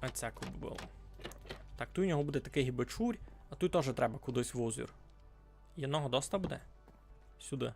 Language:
Rusyn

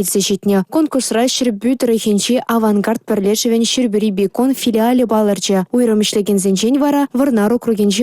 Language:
Chuvash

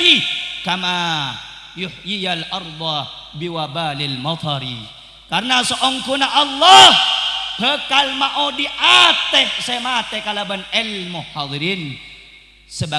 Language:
Madurese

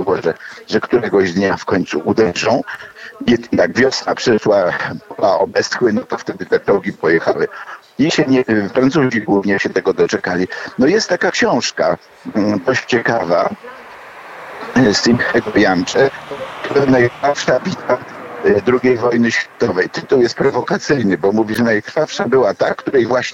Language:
Polish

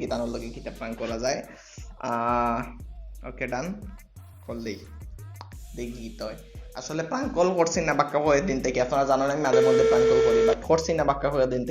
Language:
Sylheti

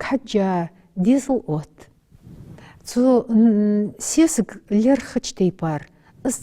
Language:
Ingush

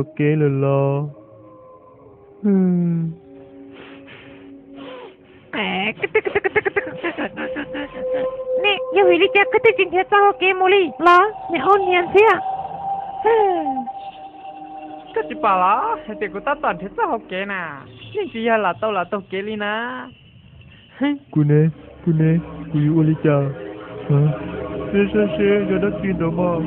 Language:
Vietnamese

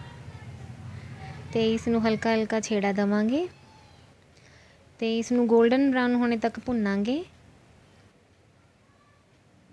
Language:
Punjabi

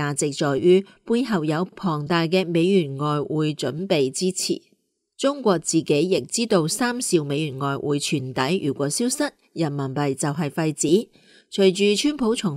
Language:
Cantonese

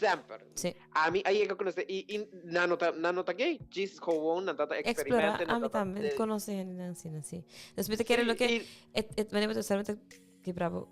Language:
Papiamento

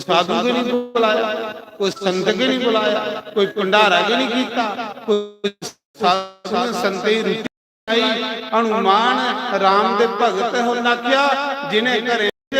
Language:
Dogri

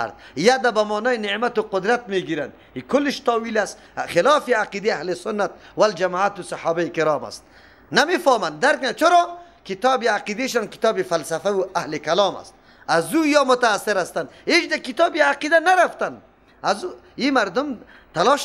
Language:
Persian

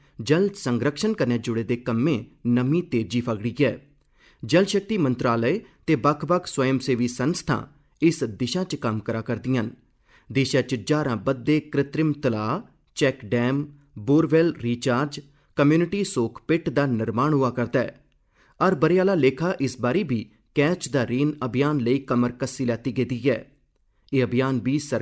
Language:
Dogri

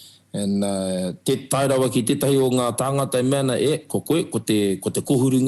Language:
Māori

